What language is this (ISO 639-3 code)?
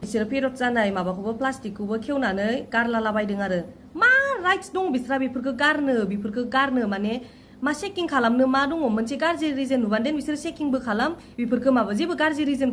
brx